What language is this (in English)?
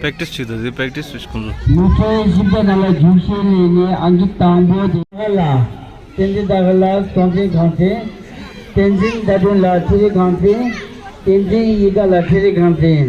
Tibetan